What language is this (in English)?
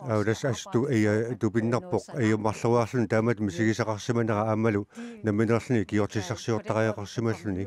Kalaallisut